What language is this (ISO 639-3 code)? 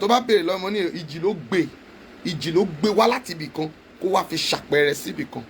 yor